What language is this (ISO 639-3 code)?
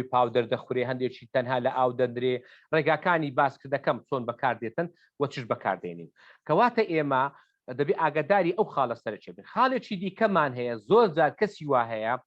ckb